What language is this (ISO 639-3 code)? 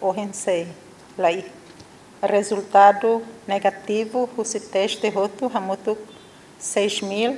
tet